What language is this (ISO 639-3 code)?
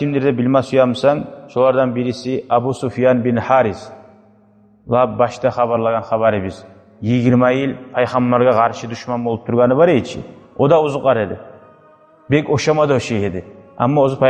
kum